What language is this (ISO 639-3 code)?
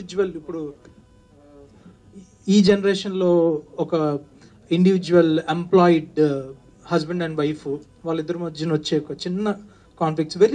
tel